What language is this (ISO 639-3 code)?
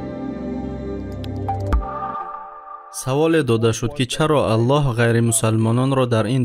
tgk